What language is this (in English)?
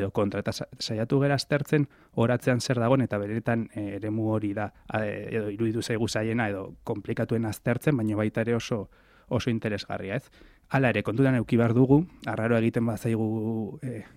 Basque